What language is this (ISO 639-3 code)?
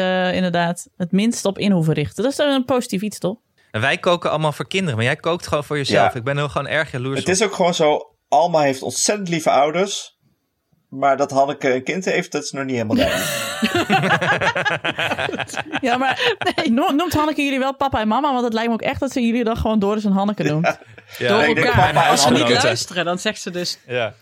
nld